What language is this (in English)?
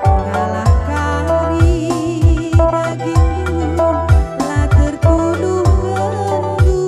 Batak Karo